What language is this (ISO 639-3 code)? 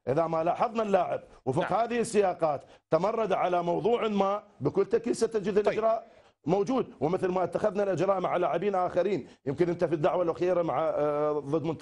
ara